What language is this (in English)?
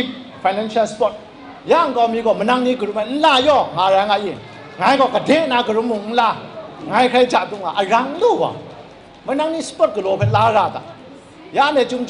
Kachin